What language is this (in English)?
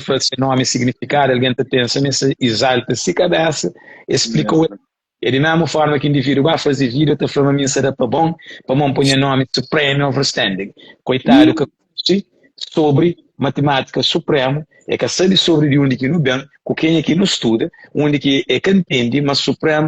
Kabuverdianu